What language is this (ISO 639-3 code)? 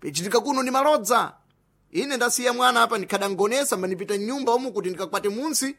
seh